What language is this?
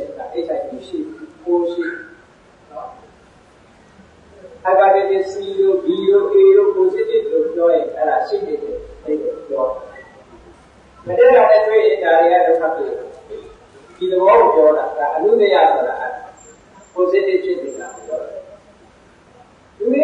Burmese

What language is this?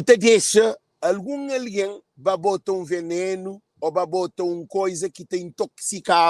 Kabuverdianu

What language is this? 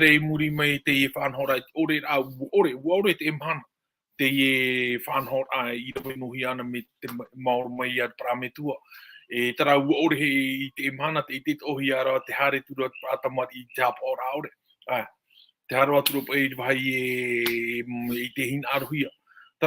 Tahitian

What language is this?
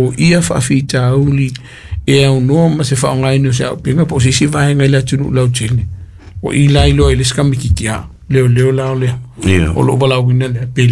Samoan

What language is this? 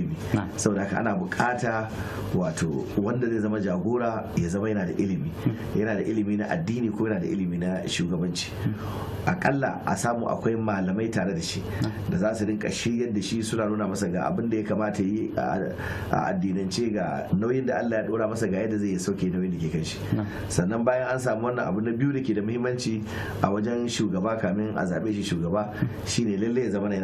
Hausa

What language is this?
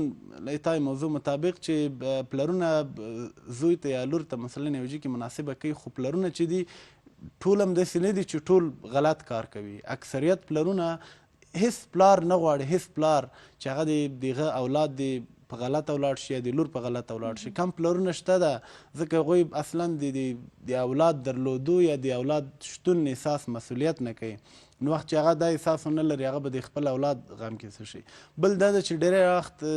Pashto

